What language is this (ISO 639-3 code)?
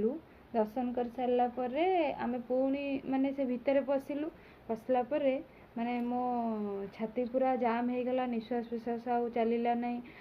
ori